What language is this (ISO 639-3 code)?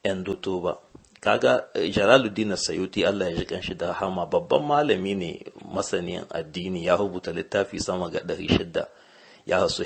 hau